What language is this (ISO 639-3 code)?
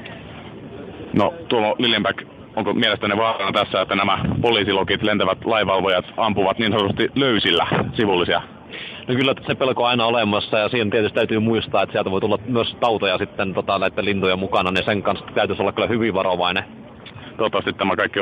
fin